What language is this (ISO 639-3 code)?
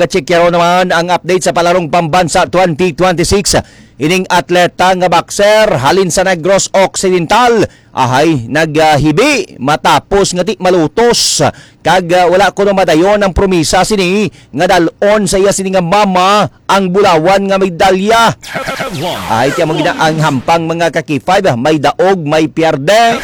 hil